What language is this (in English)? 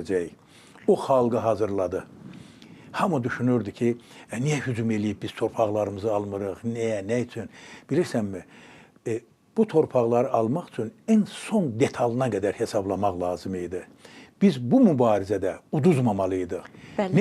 Azerbaijani